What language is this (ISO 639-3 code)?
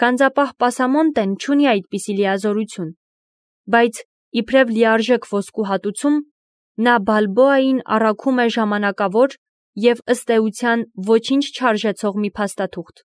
hye